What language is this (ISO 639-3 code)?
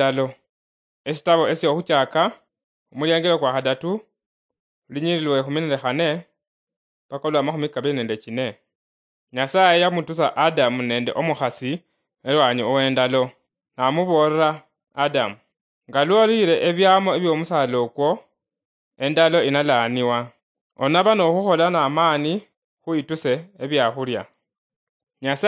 luy